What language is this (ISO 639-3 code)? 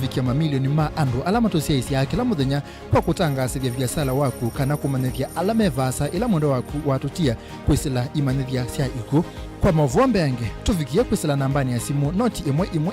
kam